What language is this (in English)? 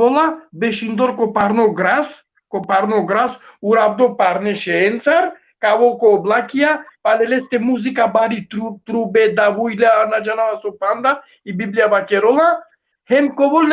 Balkan Romani